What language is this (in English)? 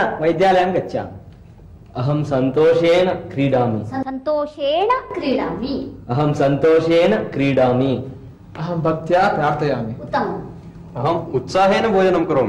Sanskrit